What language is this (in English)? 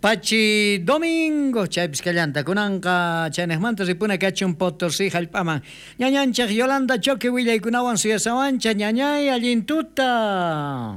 South Bolivian Quechua